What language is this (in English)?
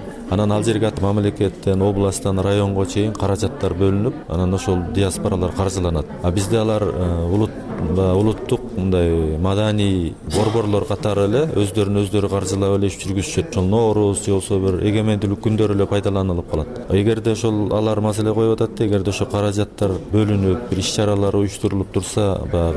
Kyrgyz